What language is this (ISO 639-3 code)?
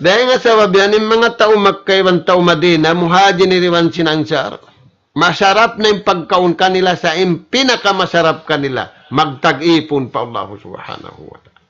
tsg